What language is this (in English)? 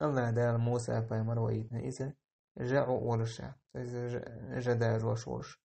Chechen